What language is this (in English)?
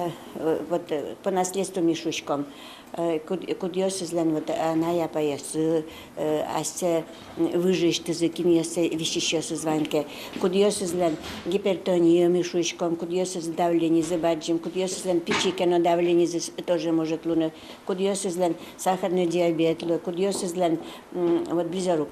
Udmurt